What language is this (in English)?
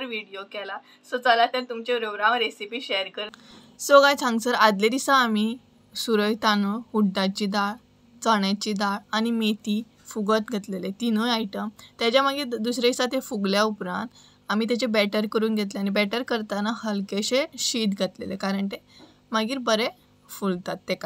Konkani